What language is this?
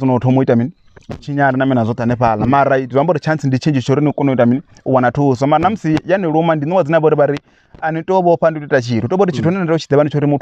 Venda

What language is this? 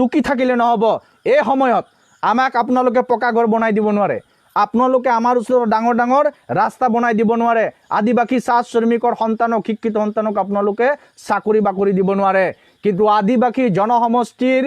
Assamese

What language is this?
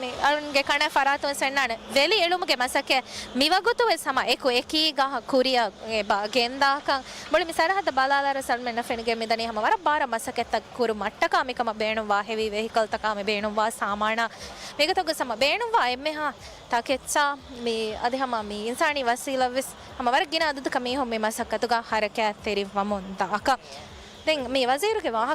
Divehi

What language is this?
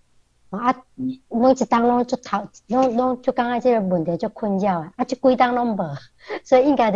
Min Nan Chinese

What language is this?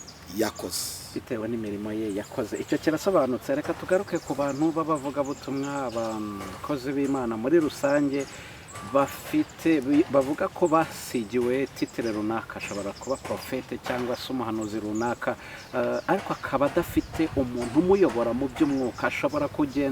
Kinyarwanda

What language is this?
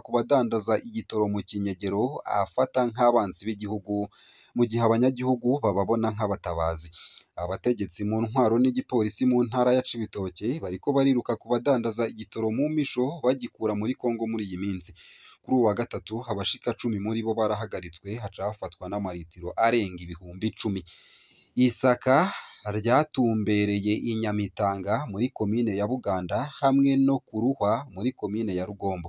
Rundi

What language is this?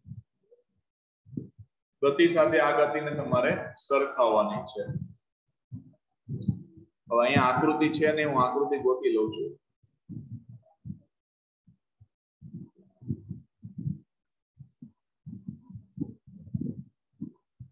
Gujarati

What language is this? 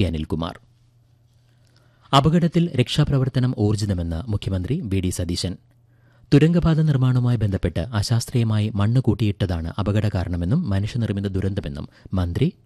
Malayalam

